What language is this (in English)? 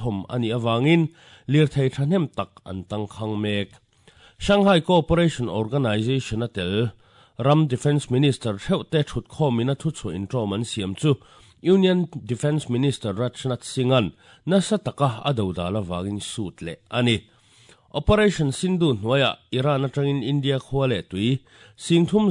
Mizo